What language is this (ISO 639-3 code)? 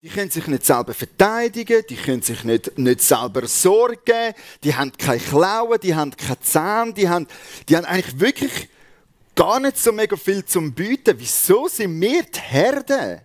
gsw